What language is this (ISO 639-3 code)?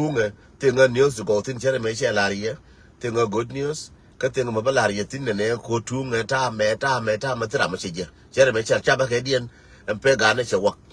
nus